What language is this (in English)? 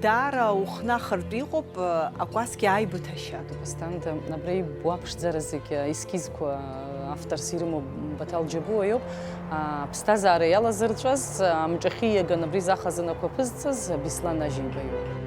Abkhazian